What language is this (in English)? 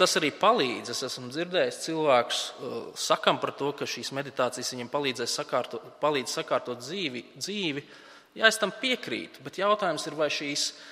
Latvian